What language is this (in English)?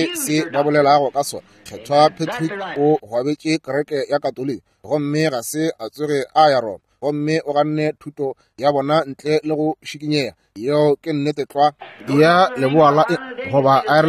Northern Sotho